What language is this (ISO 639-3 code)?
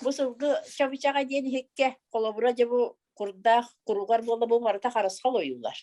sah